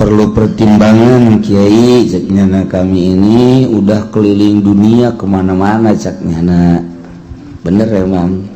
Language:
Sundanese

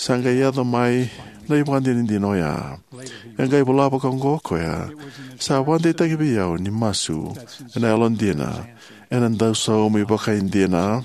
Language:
Fijian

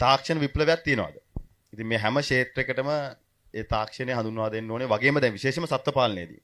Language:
Sinhala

